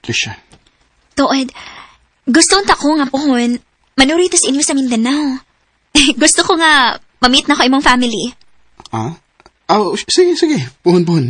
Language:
Cebuano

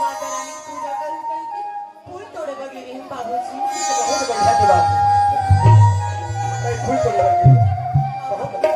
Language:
Chhattisgarhi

